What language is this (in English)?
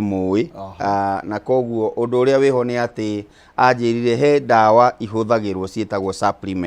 Kikuyu